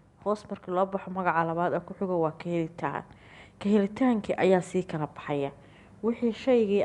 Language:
Somali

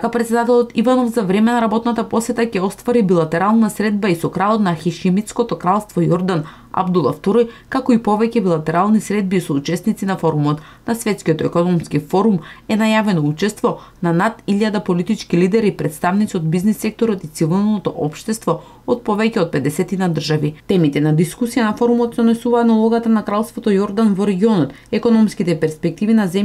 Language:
Macedonian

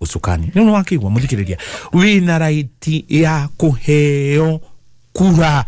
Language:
Kikuyu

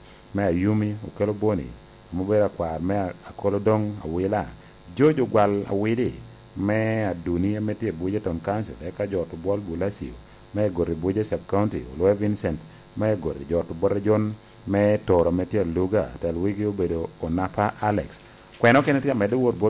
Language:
Lango (Uganda)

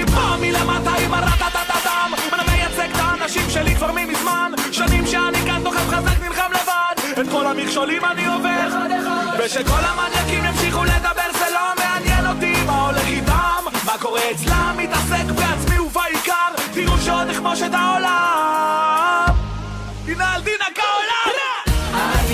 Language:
Hebrew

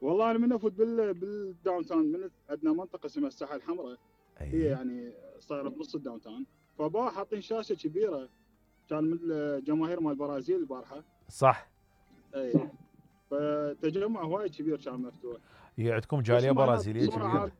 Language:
Mesopotamian Arabic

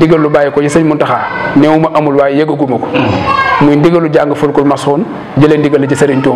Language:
Wolof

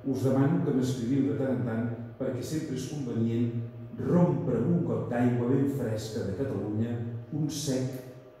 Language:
Catalan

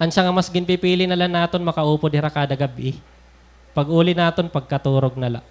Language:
Waray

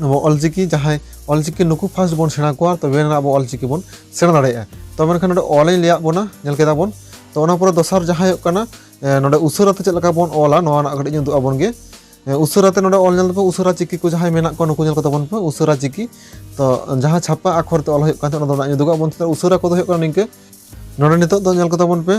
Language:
Santali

